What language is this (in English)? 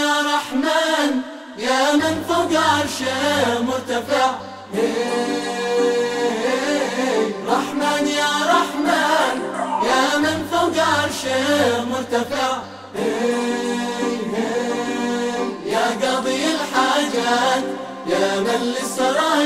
Swahili